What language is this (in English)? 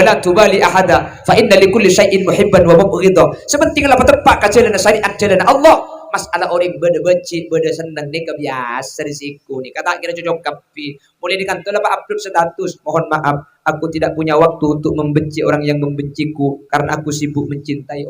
Madurese